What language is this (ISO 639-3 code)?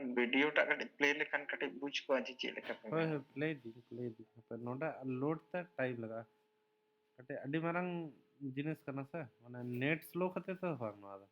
sat